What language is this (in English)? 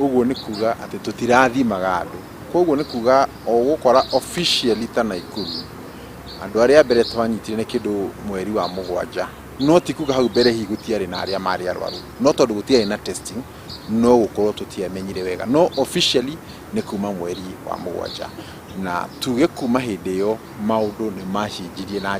Kikuyu